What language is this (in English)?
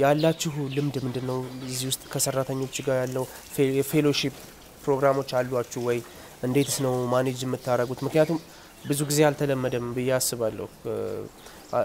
Amharic